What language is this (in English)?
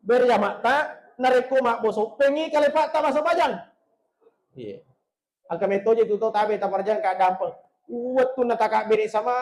Buginese